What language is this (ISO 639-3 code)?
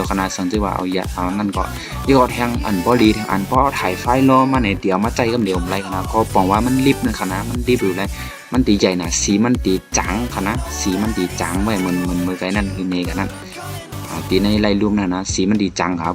shn